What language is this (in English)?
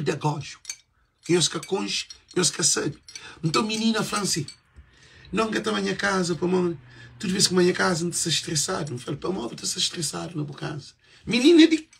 Kabuverdianu